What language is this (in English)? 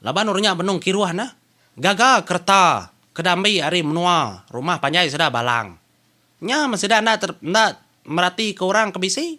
Iban